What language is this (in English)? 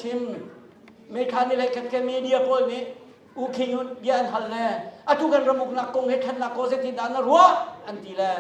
Hakha Chin